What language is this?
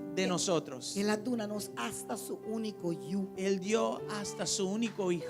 Papiamento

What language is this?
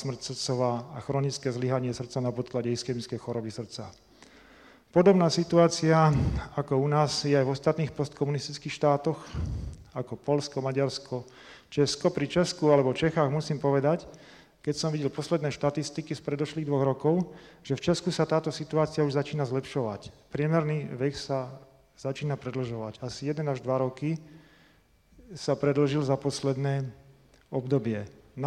Slovak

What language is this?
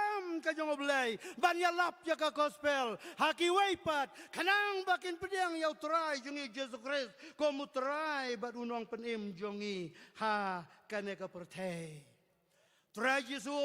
Khasi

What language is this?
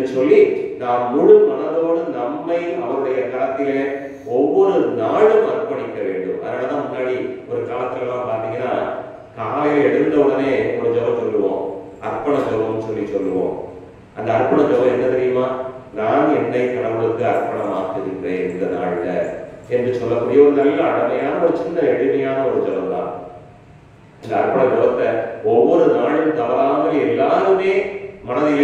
Tamil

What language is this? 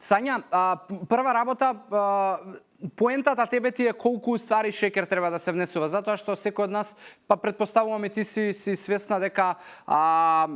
Macedonian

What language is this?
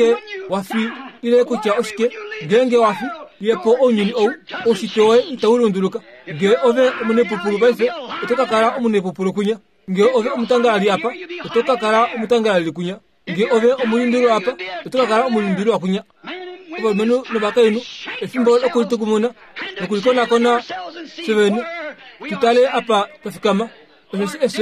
Kuanyama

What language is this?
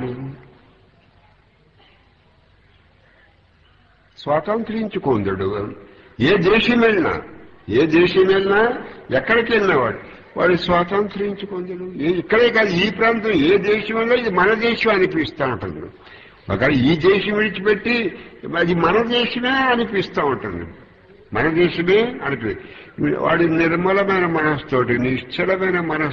Telugu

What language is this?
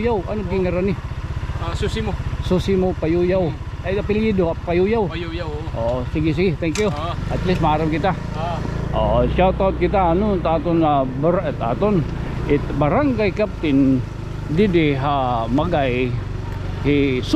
Waray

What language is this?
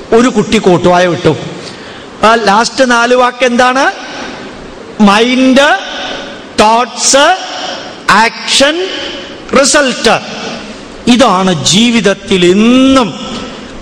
Malayalam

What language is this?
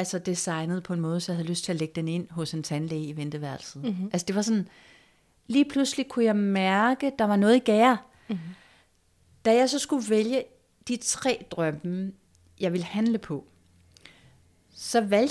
Danish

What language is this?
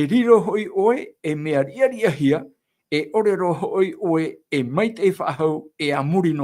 Tahitian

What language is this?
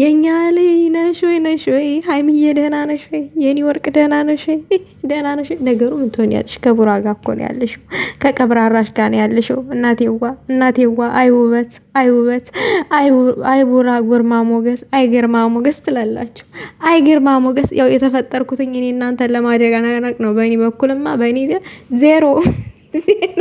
Amharic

